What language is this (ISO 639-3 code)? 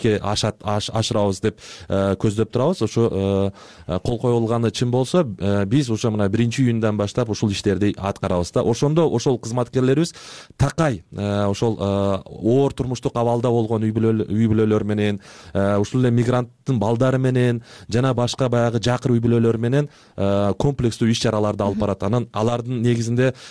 kir